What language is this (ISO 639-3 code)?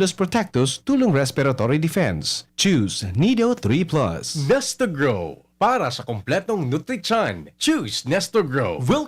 bik